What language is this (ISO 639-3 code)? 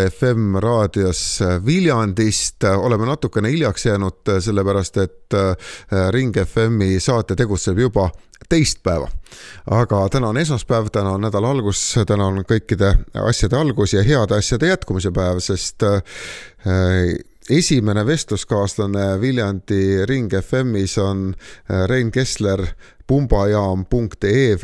est